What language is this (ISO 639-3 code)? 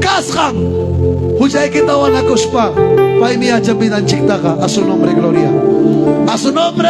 quy